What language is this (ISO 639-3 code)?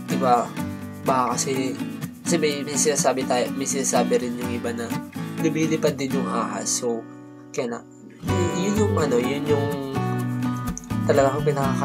fil